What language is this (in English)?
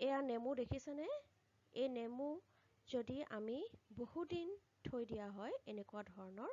Assamese